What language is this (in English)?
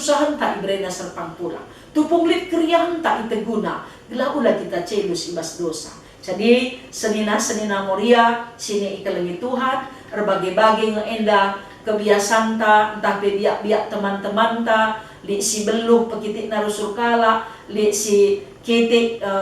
Batak Karo